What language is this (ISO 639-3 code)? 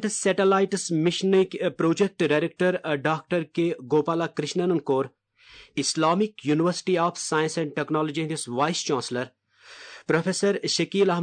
kas